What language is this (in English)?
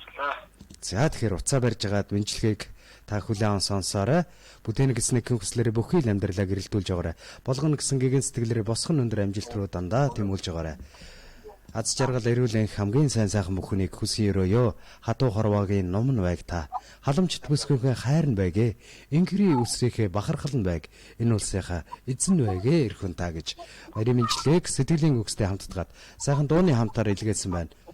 Mongolian